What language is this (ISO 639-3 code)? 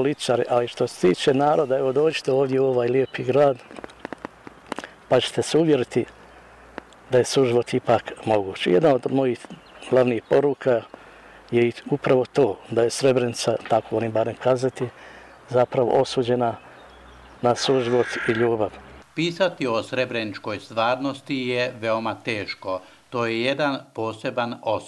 bos